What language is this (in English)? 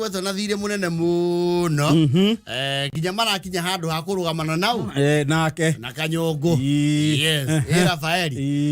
Kikuyu